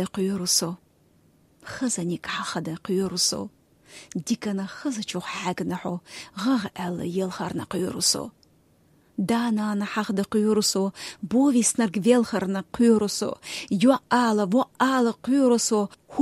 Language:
Chechen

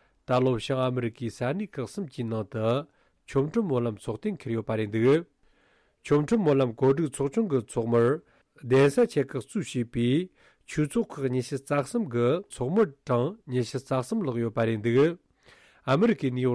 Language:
Tibetan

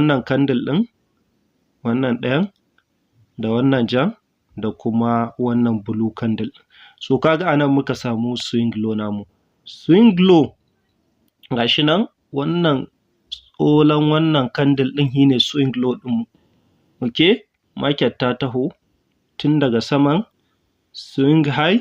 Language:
Hausa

